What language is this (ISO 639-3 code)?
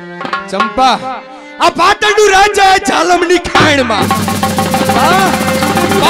guj